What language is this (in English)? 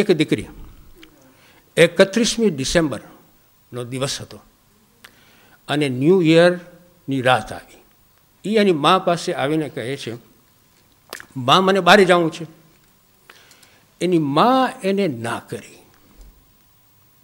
Gujarati